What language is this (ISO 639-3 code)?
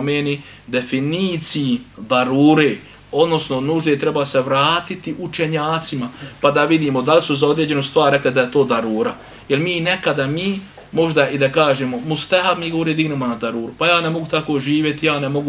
bos